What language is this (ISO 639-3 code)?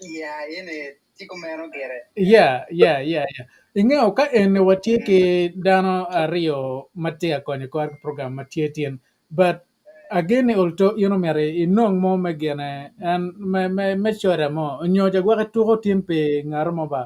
ach